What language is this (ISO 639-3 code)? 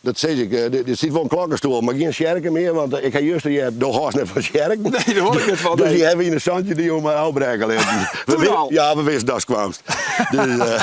fry